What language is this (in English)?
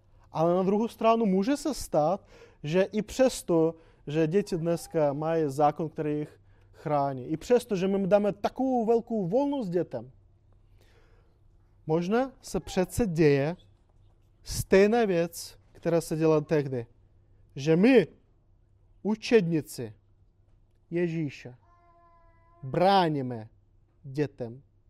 Czech